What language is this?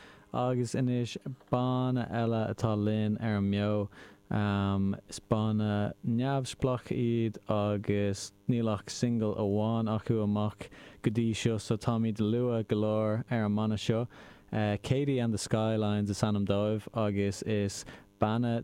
Irish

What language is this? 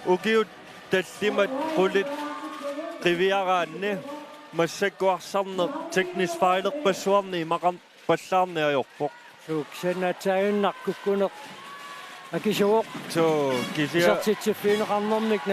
Kalaallisut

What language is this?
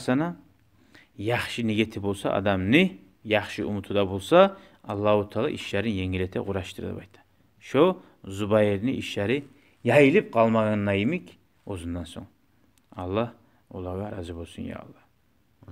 Kumyk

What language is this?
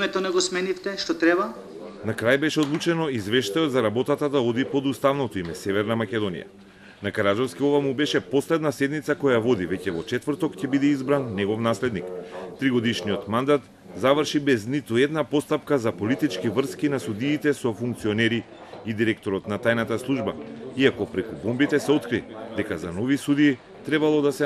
Macedonian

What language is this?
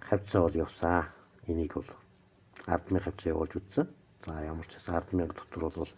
Mongolian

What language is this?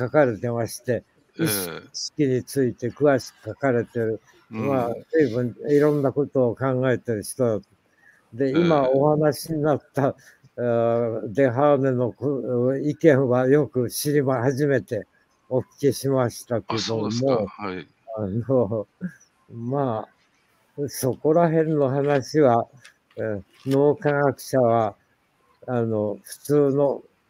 Japanese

